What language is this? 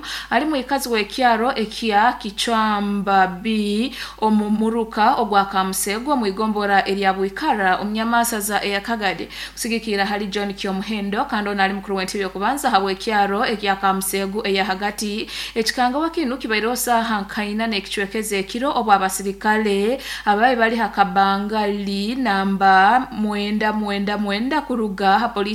Nyoro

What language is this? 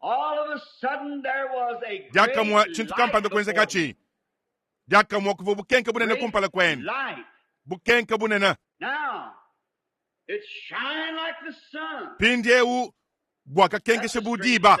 Luba-Lulua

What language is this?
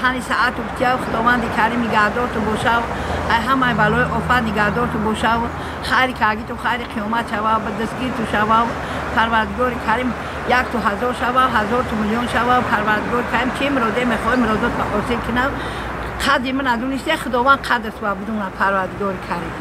Tajik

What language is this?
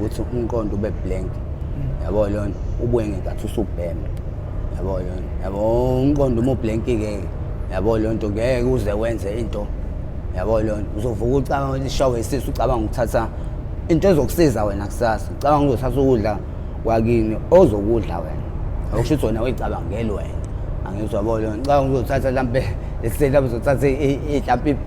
Zulu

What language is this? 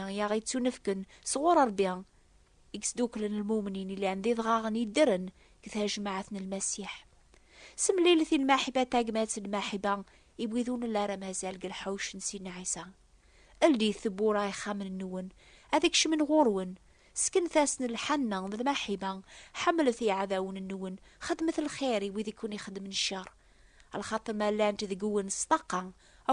Kabyle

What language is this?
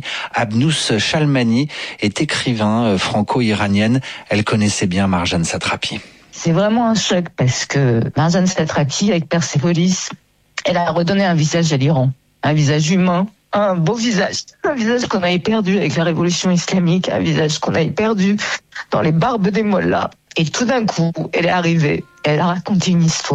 French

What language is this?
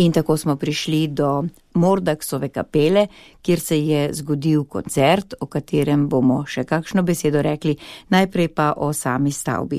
Slovenian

